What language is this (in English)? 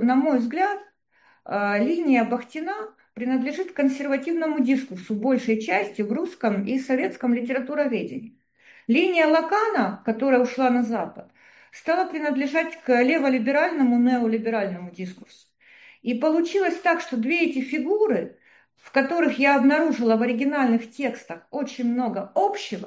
Russian